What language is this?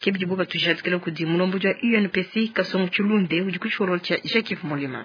Luba-Lulua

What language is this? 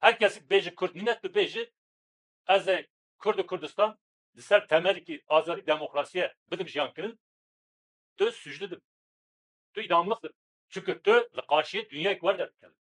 Kurdish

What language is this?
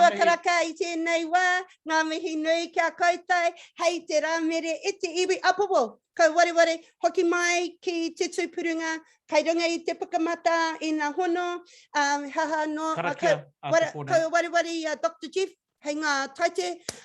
Māori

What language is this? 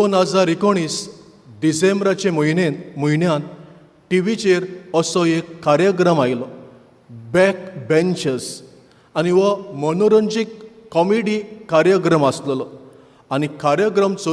Konkani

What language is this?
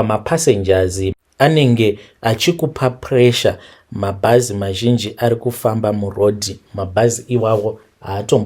Shona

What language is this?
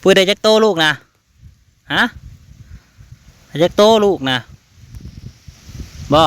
Northeastern Thai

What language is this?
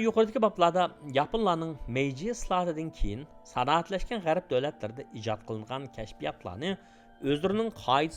Uyghur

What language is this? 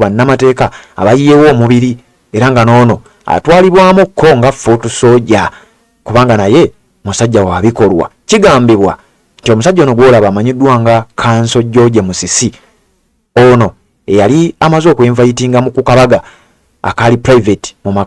Ganda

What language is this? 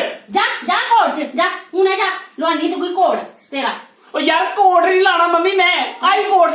Dogri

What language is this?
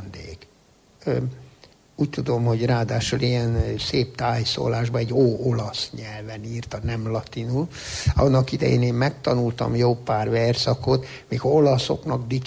Hungarian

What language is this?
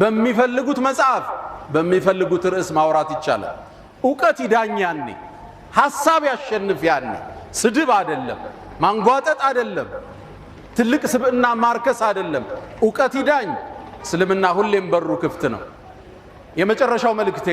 Amharic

